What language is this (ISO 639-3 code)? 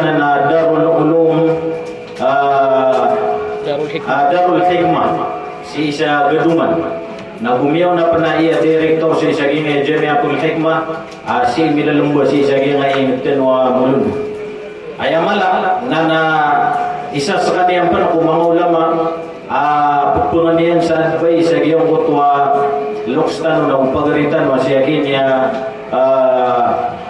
mrw